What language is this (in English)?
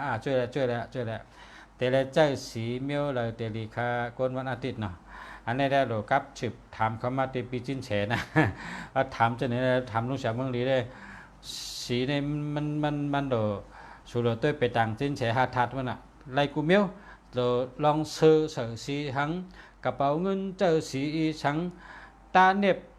Shan